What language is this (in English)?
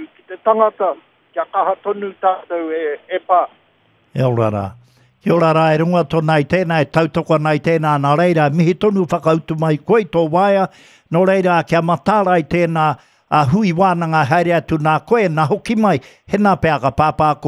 Māori